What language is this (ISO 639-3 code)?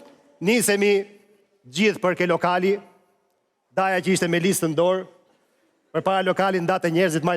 sqi